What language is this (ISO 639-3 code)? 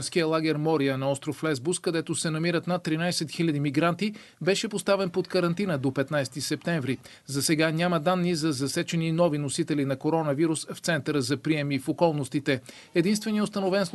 bul